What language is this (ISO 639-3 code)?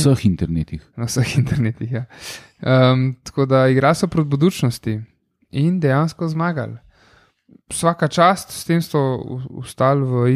slv